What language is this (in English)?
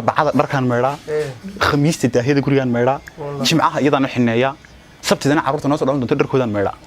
Somali